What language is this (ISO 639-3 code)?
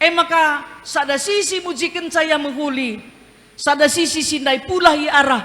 btx